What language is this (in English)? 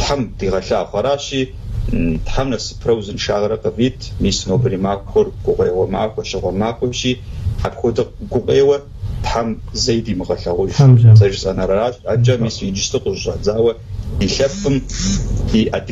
Kabardian